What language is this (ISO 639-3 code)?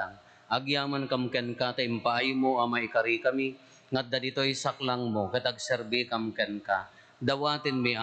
ilo